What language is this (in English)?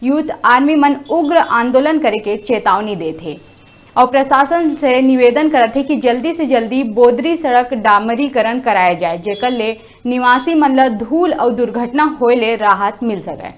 Chhattisgarhi